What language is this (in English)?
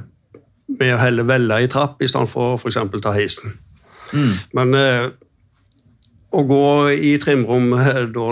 Norwegian